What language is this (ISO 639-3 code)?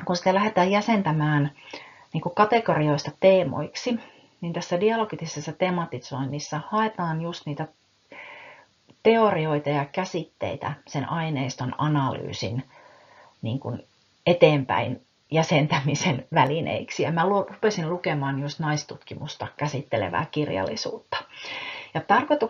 fin